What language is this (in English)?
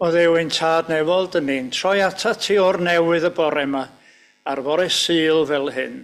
Welsh